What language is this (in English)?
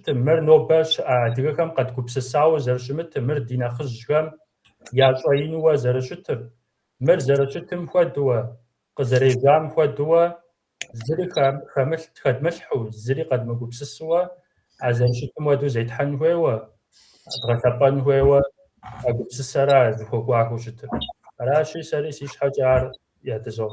Kabardian